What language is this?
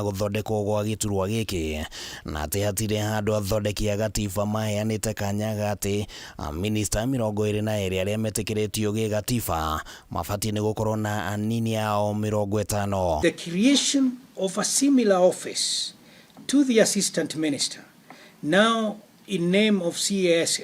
Kikuyu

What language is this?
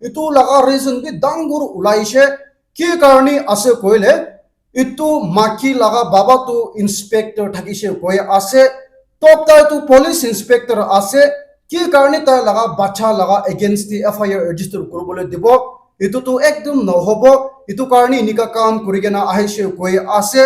Naga Pidgin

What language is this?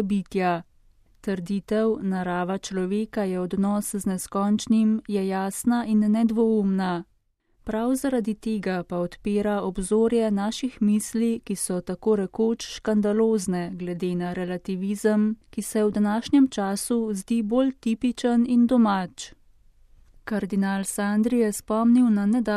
Slovenian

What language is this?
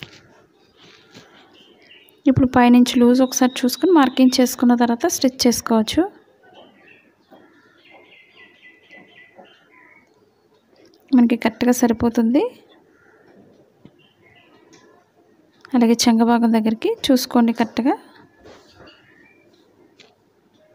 Telugu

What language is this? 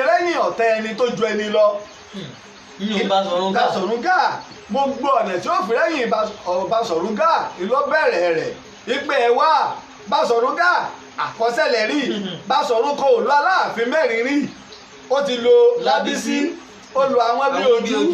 Yoruba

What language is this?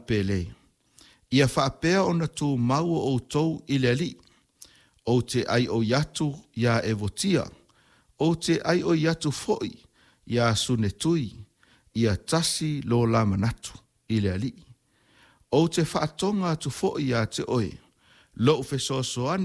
Samoan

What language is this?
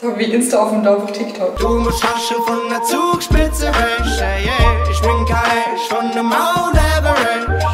Swiss German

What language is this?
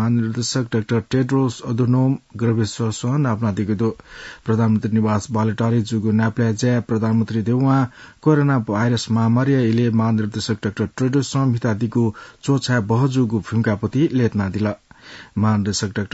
Newari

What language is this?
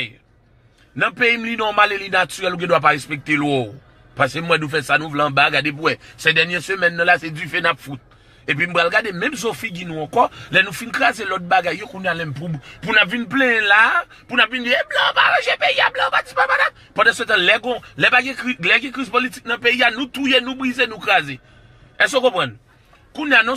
Haitian Creole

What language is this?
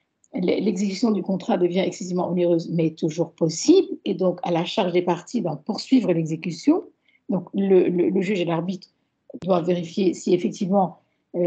French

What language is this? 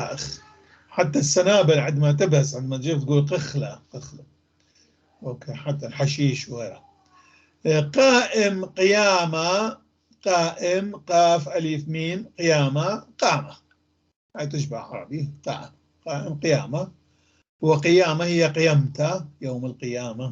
North Levantine Arabic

